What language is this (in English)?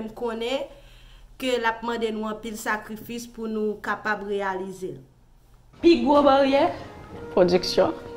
Haitian Creole